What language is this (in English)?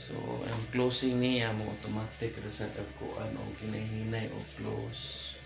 Cebuano